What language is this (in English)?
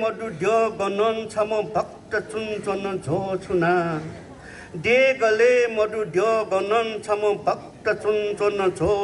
Newari